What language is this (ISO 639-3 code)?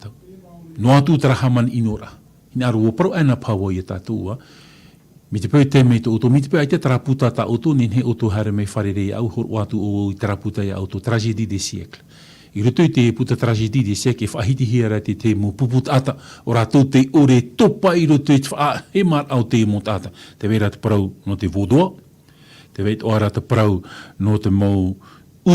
tah